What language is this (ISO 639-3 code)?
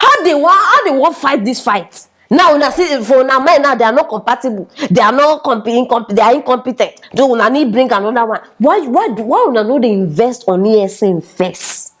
pcm